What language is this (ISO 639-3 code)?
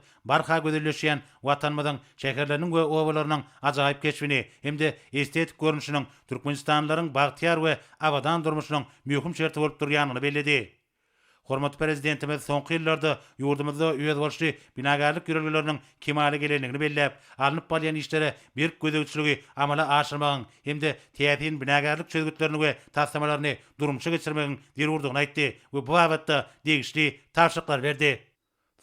tuk